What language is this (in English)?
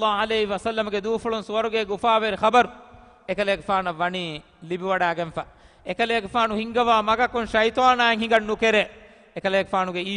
Divehi